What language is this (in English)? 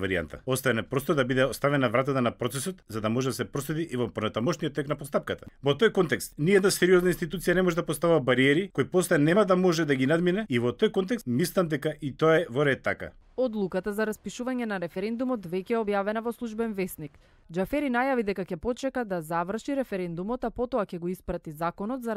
Macedonian